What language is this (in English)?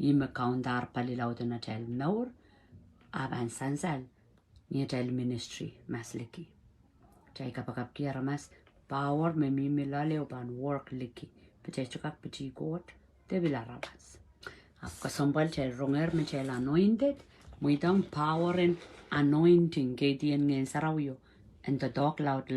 Pohnpeian